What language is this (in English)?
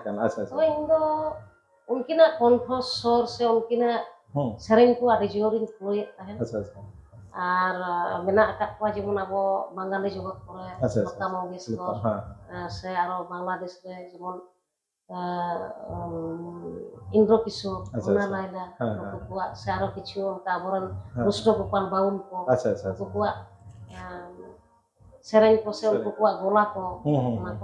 Santali